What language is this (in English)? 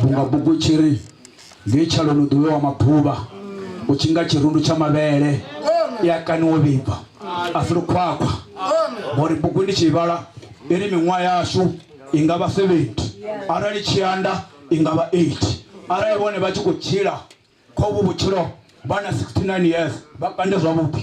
Venda